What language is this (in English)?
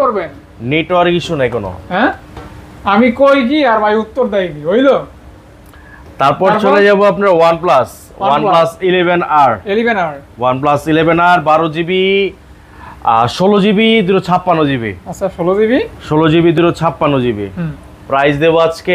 Bangla